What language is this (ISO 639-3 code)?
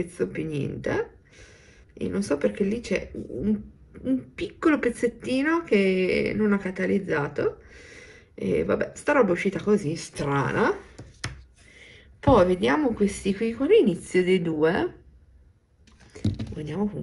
ita